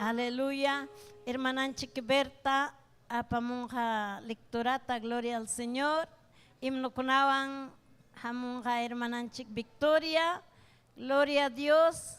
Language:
Ayacucho Quechua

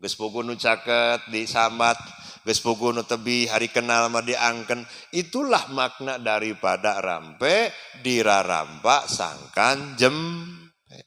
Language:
Sundanese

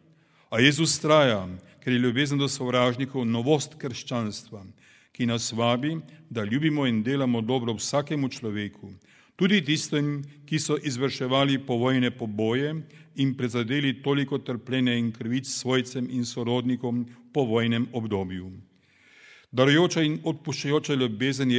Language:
Slovenian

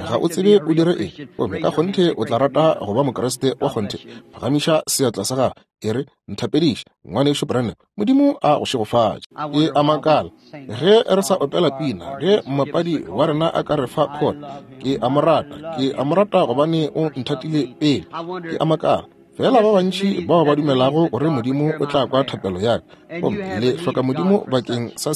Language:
Northern Sotho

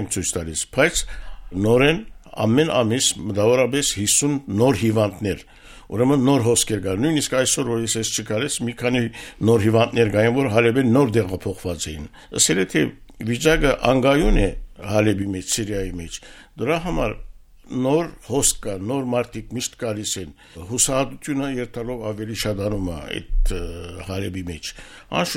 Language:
Armenian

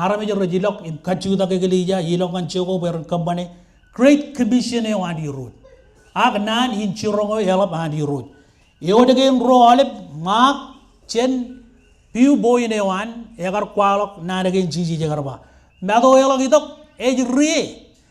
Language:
Marshallese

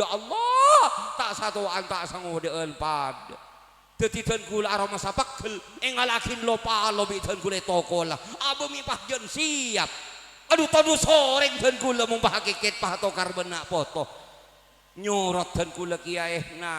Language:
Madurese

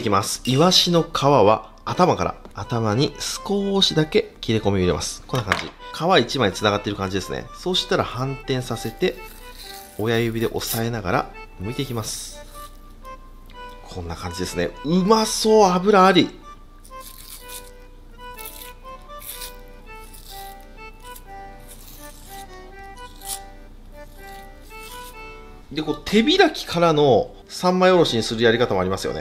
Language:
Japanese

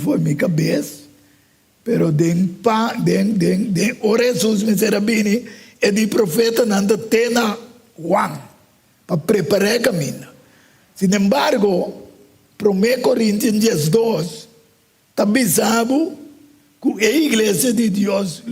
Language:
Papiamento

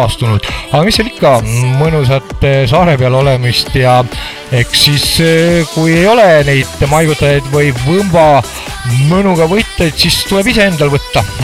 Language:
Estonian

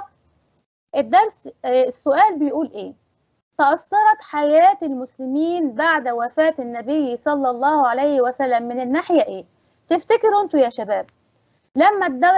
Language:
Egyptian Arabic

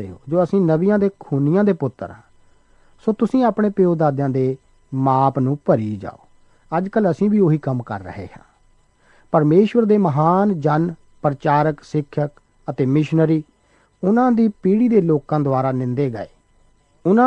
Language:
Punjabi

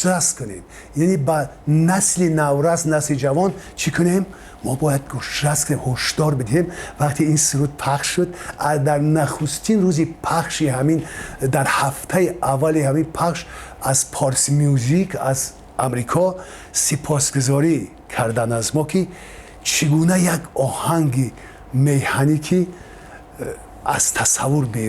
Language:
Tajik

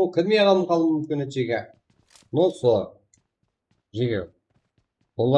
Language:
Kara-Kalpak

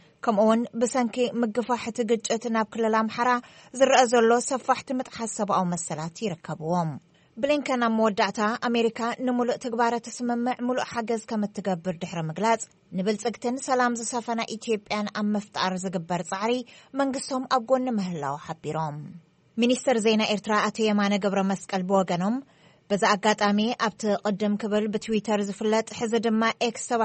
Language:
Tigrinya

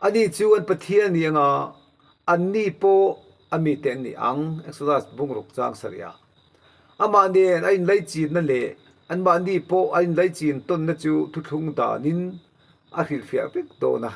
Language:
Mizo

